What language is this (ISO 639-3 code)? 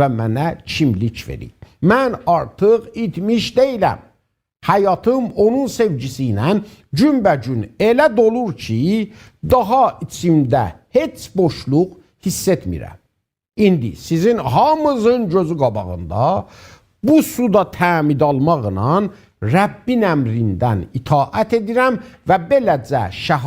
azb